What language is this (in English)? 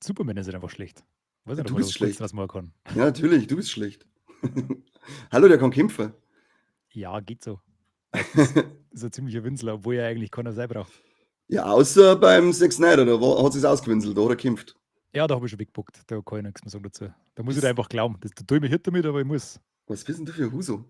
Bavarian